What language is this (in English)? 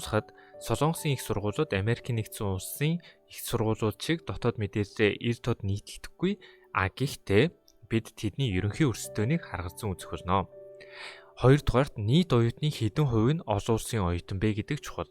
Mongolian